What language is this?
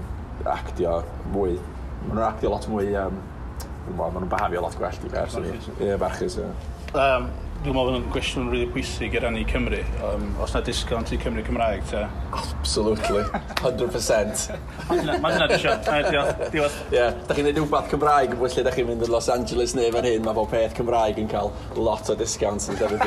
Welsh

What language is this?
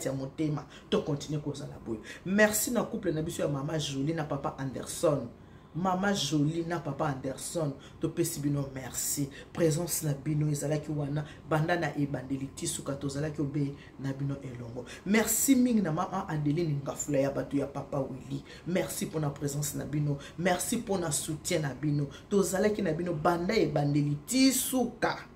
Lingala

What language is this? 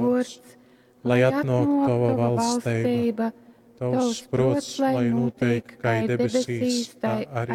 Latgalian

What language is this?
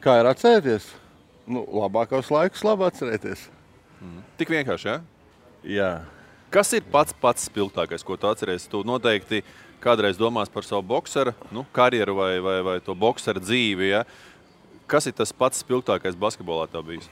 Latvian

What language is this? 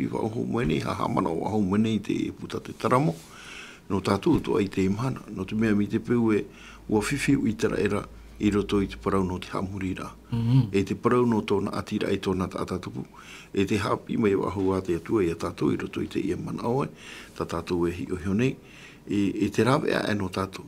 Tahitian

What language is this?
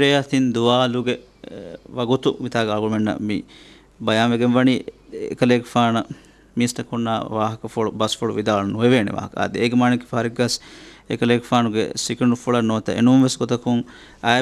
Divehi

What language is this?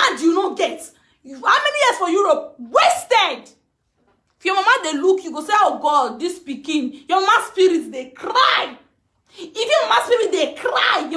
Nigerian Pidgin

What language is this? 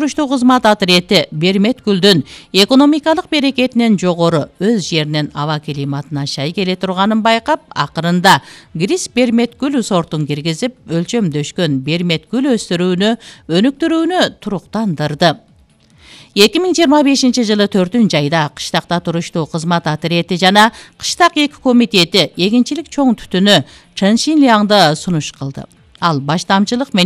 Kyrgyz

